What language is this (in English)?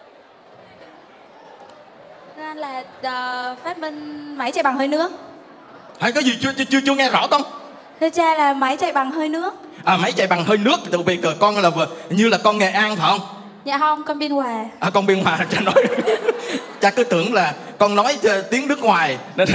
Vietnamese